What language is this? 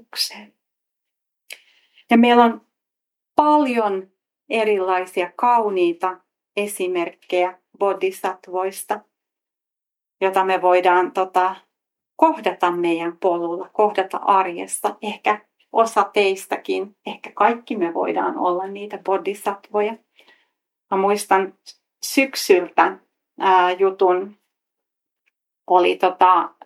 Finnish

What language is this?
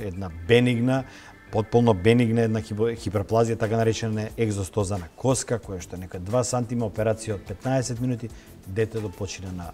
Macedonian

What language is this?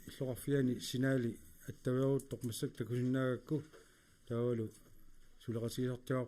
Kalaallisut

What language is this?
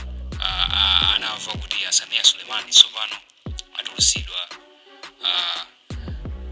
Nyanja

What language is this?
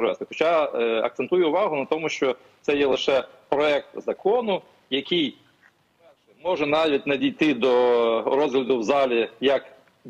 Ukrainian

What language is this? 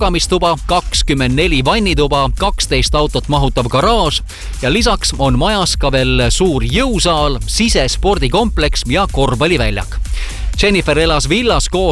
Estonian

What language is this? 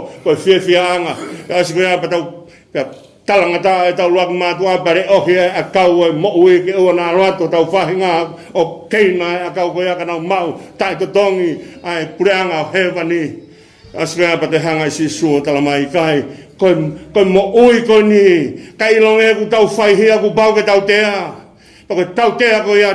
Tongan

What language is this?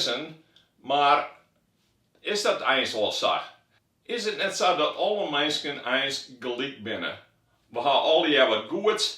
Western Frisian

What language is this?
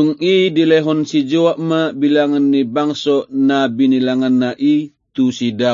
Batak Toba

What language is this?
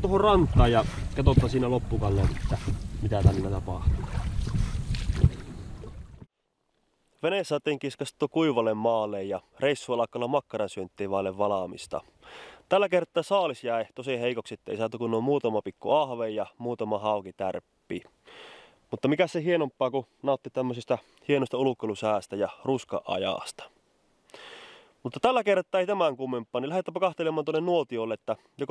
Finnish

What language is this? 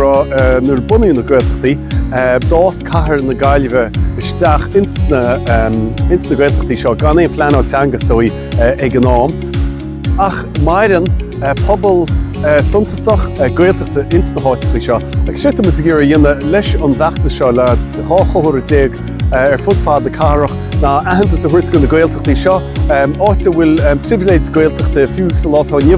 Irish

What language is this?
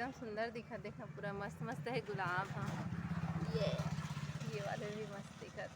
Chhattisgarhi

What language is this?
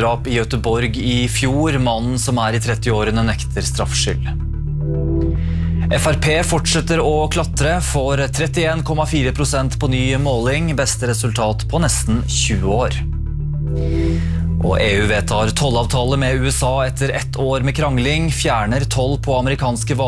Norwegian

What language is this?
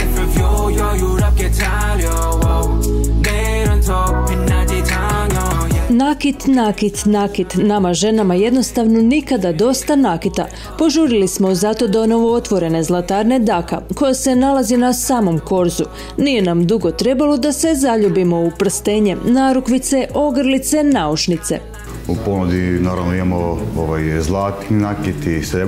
Croatian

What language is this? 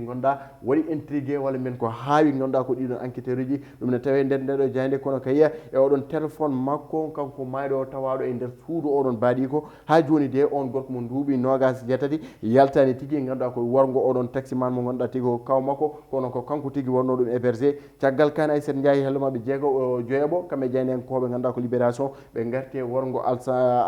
Fula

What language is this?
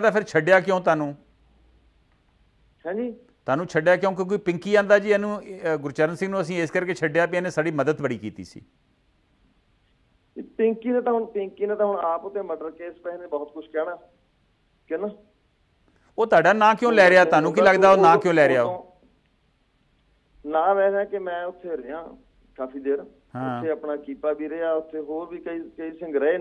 Punjabi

